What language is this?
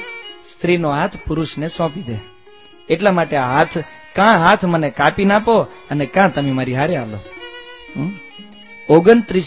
Gujarati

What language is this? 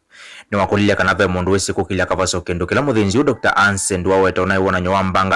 Kamba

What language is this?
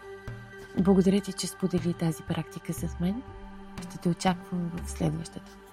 Bulgarian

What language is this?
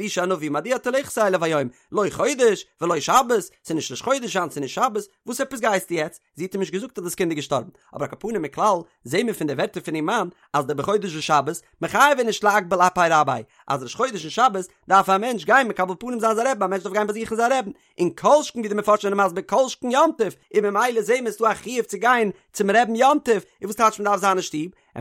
Yiddish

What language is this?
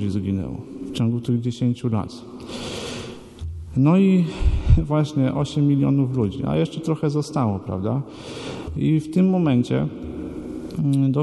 Polish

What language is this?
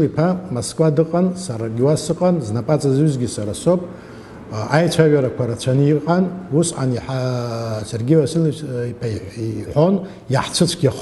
Abkhazian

